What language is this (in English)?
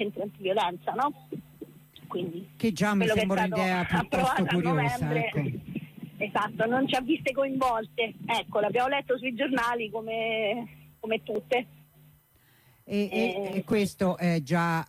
Italian